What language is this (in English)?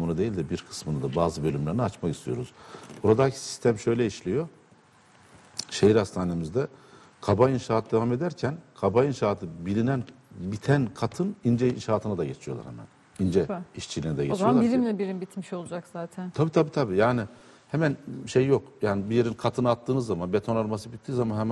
Turkish